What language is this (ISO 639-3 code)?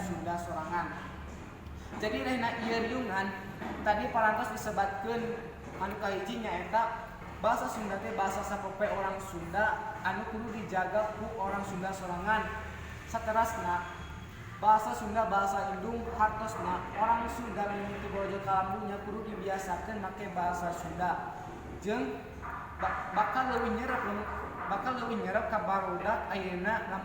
sun